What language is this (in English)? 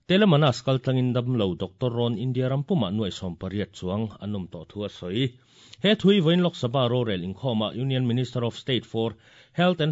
Mizo